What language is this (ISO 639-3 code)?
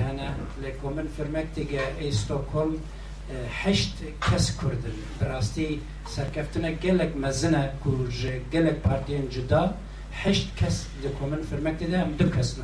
kur